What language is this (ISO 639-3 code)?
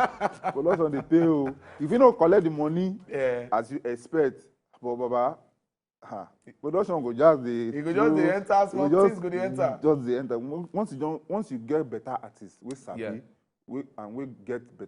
pcm